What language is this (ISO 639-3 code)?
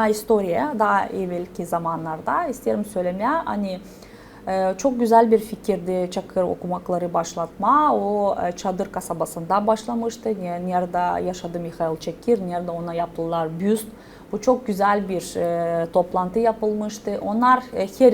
gag